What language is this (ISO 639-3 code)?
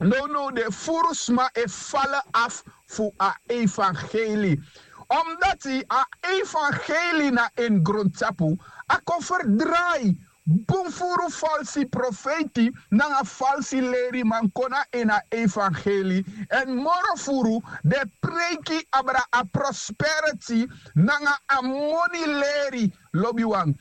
srn